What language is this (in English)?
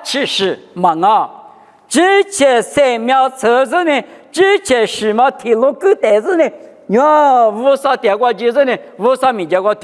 Lisu